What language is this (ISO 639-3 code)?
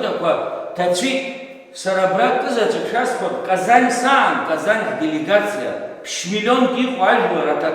abk